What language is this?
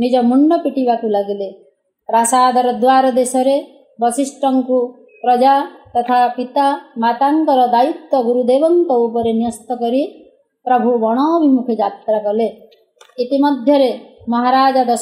Odia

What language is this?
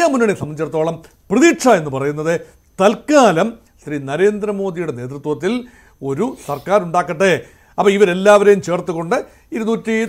Malayalam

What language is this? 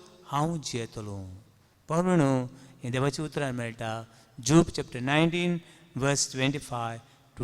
Konkani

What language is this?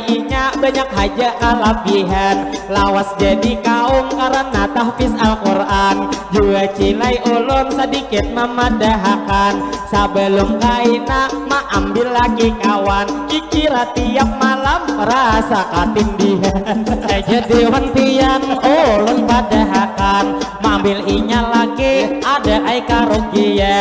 Banjar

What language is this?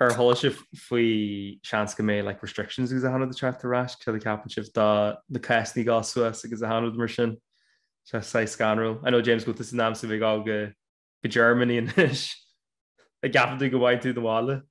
Irish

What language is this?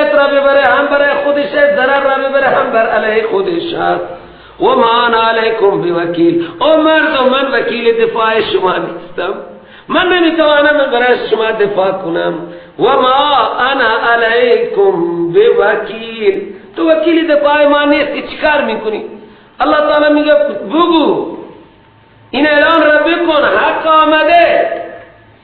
Persian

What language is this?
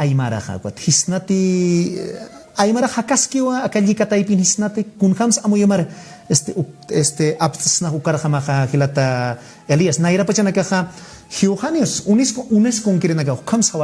Aymara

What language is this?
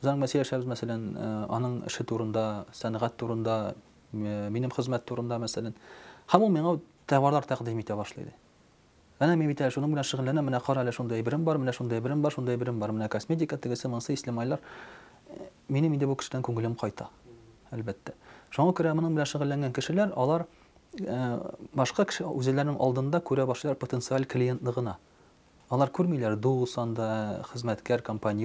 Tatar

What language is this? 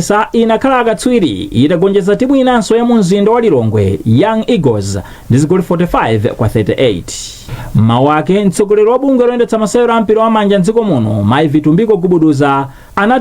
Nyanja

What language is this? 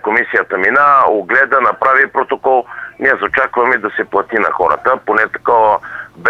Bulgarian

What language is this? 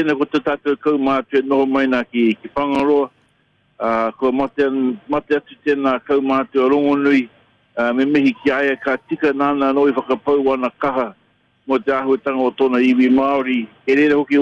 Māori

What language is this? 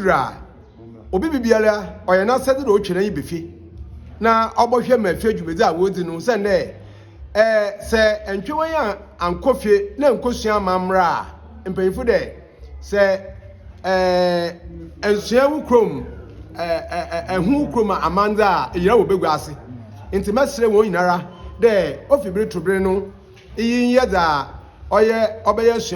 Akan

